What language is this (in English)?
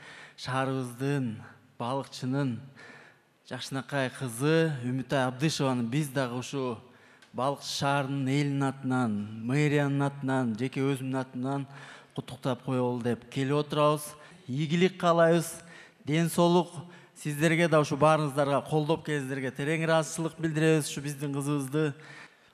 Kyrgyz